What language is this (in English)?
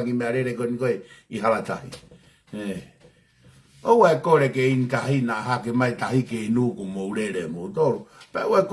Tongan